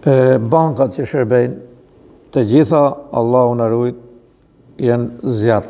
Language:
Albanian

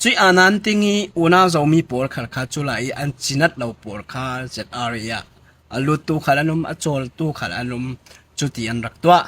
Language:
Falam Chin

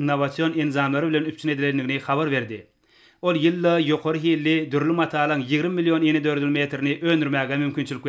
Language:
Turkmen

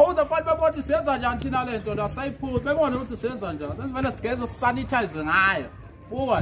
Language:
Zulu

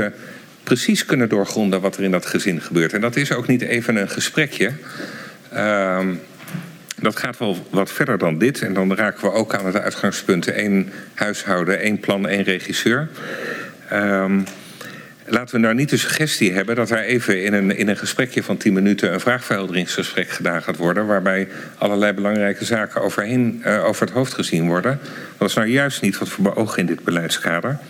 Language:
Dutch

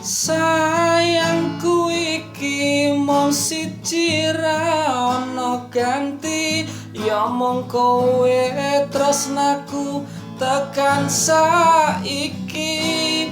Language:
Javanese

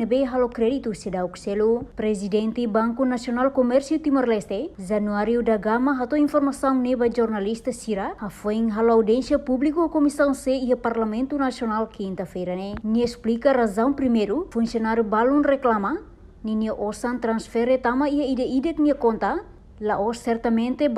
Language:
Tetum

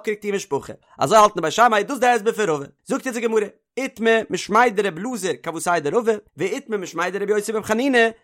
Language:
Yiddish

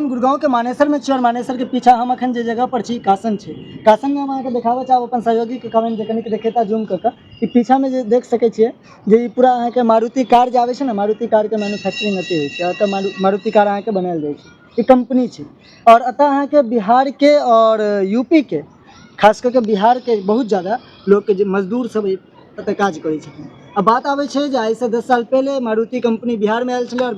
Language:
Maithili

